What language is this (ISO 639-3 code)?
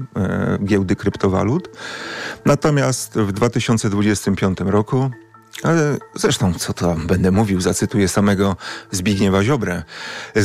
pol